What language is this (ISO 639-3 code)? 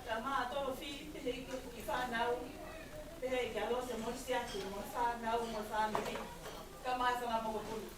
ton